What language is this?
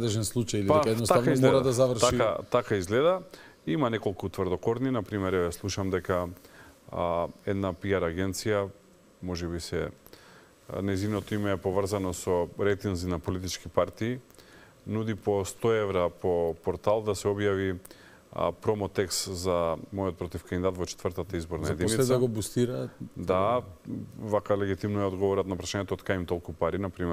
Macedonian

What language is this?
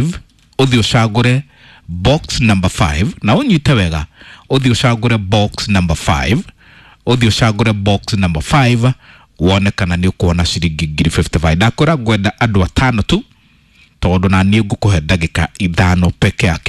Kikuyu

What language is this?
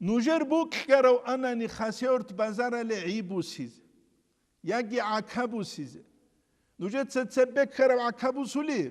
Avaric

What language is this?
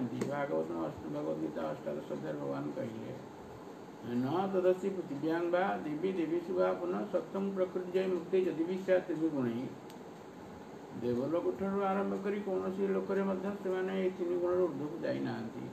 Odia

